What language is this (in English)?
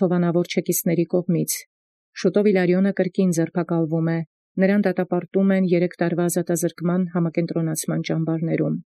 Armenian